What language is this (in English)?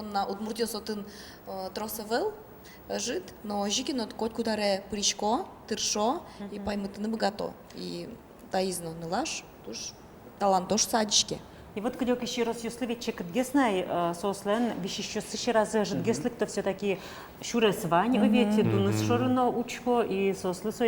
Udmurt